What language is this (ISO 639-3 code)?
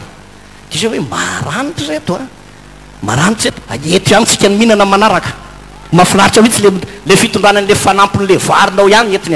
mlg